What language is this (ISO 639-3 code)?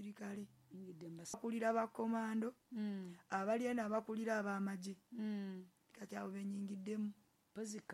lug